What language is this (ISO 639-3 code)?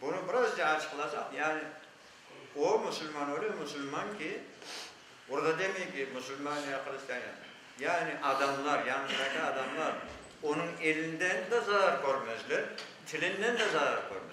crh